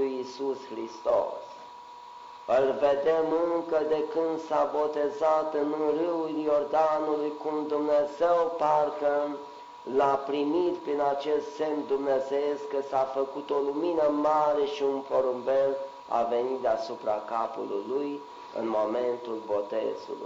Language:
Romanian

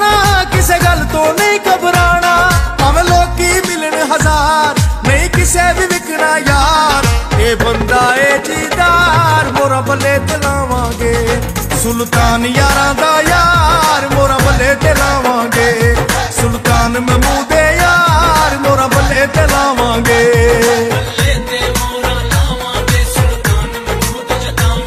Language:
Punjabi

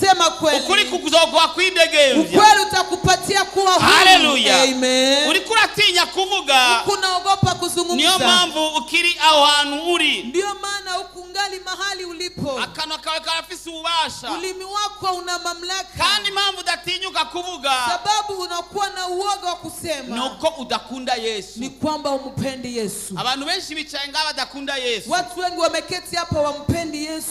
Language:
Rundi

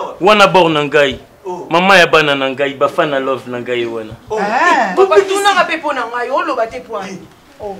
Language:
Lingala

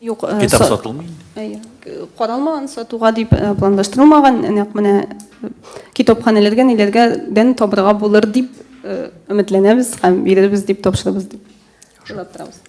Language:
Tatar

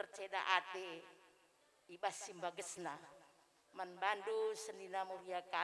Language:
Batak Karo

